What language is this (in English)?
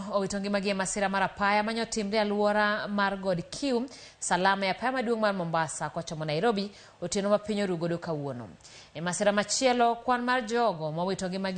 Luo (Kenya and Tanzania)